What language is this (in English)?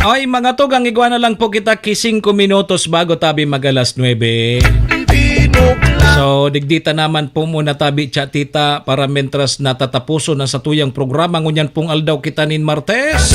Bikol